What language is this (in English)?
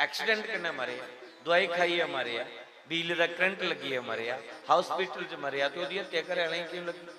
Dogri